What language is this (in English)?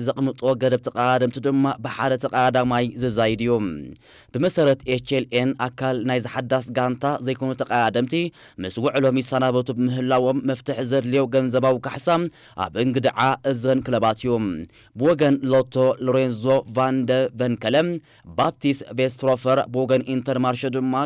Tigrinya